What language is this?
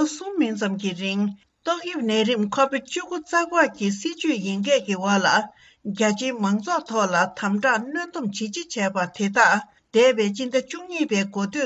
Tibetan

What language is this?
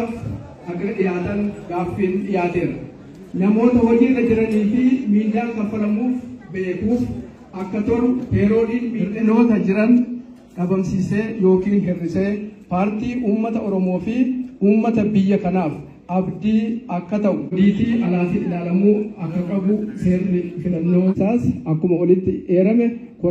Oromo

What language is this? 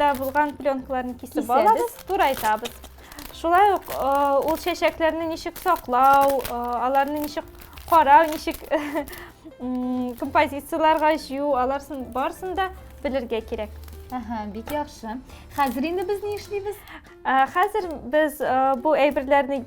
Tatar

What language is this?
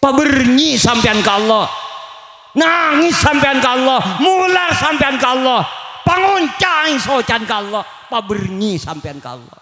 Madurese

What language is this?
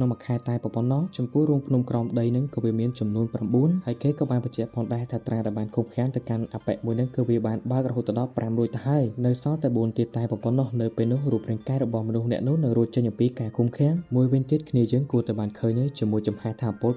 Khmer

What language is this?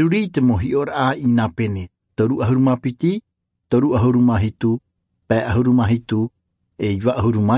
Tahitian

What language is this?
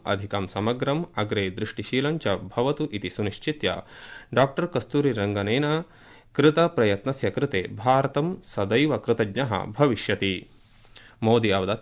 Sanskrit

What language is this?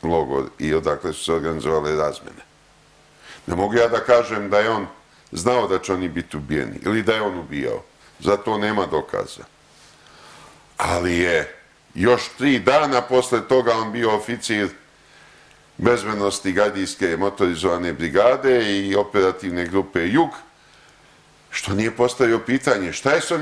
Serbian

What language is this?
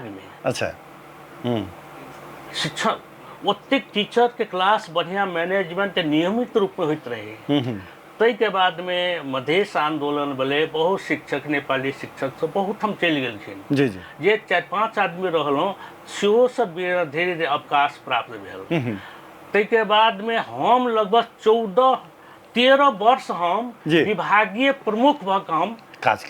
Maithili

